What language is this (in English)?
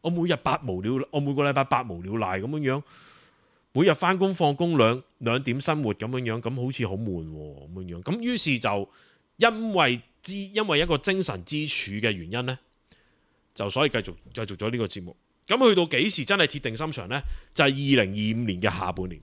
Cantonese